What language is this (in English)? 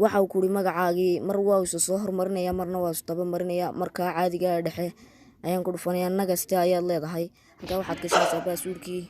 Somali